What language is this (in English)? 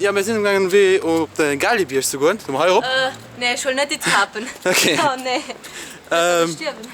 Luxembourgish